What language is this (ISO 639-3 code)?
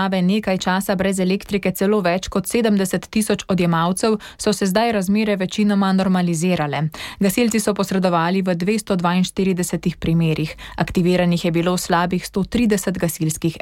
slv